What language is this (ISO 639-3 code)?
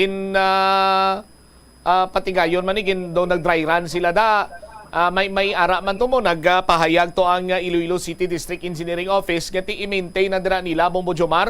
hil